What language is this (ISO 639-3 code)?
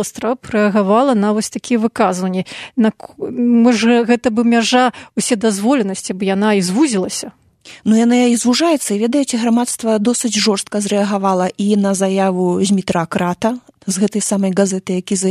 bel